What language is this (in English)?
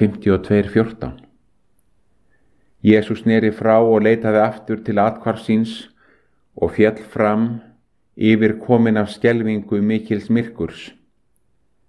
Icelandic